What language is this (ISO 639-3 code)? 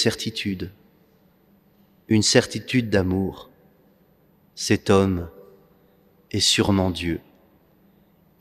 fra